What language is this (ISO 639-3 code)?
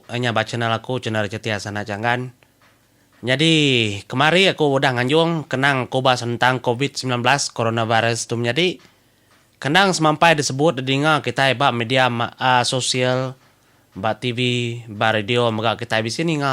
iba